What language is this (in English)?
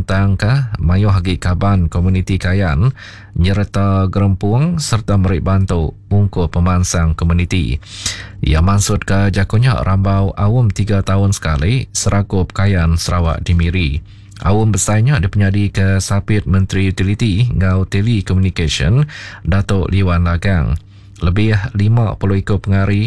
Iban